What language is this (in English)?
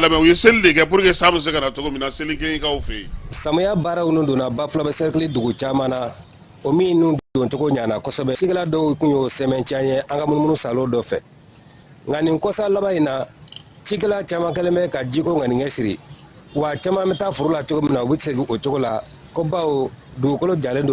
Bambara